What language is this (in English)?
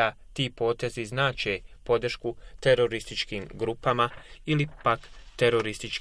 Bosnian